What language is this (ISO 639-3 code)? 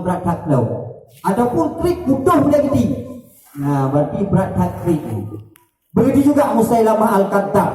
ace